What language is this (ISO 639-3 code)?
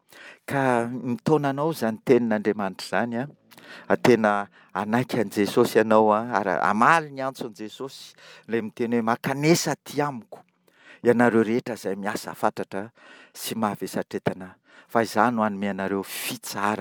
mlg